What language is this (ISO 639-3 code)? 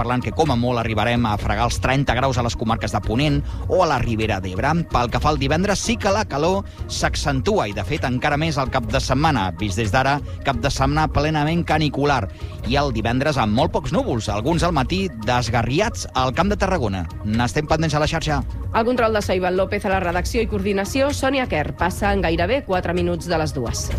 cat